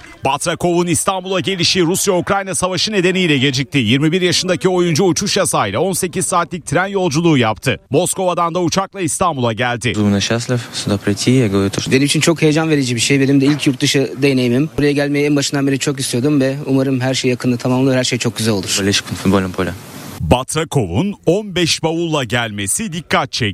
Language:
Turkish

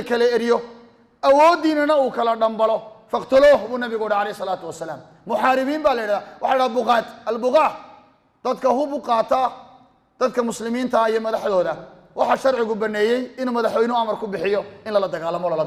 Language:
Somali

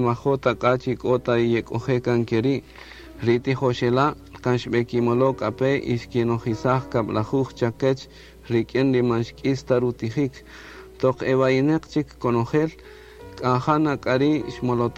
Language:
Kaqchikel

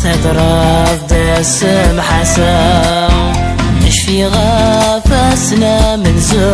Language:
Kabyle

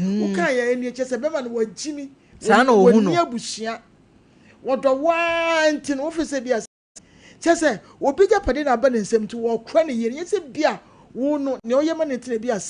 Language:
Akan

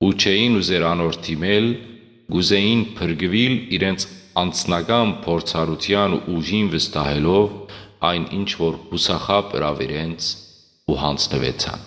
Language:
Western Armenian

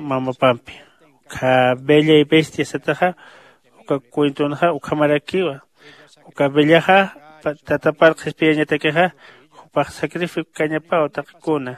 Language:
Aymara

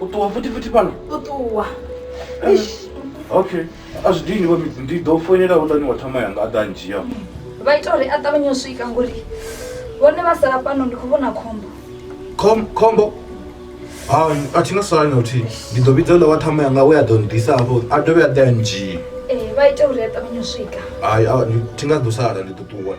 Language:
Venda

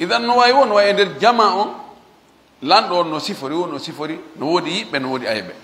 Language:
Fula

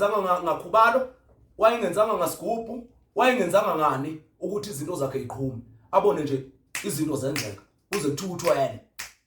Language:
Zulu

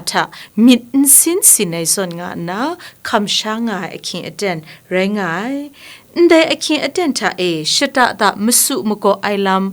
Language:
Kachin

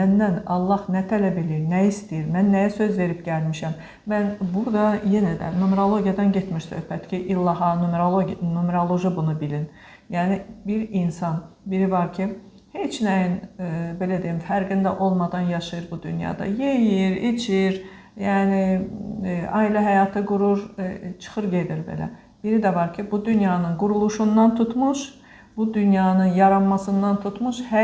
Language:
Azerbaijani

